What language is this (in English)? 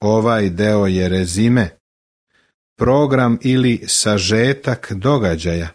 Serbian